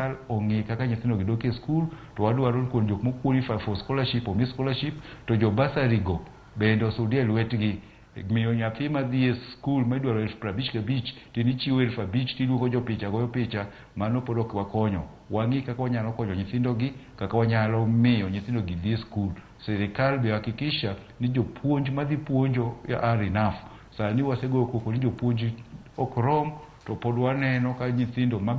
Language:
Luo (Kenya and Tanzania)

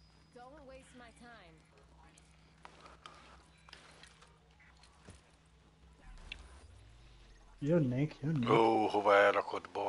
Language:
Hungarian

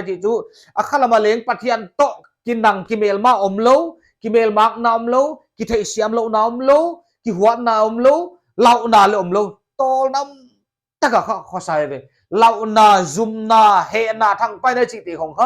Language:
Paite Chin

